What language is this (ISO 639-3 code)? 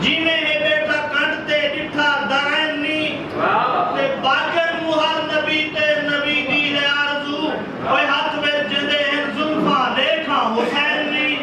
skr